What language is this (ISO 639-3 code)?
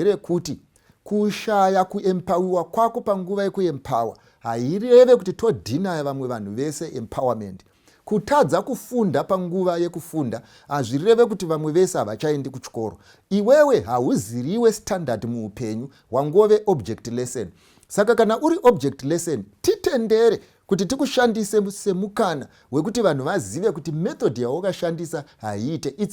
sna